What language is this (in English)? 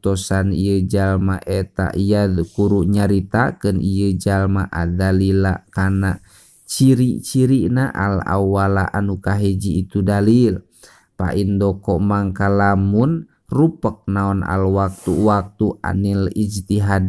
Sundanese